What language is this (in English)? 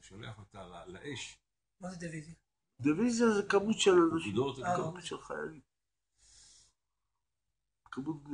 Hebrew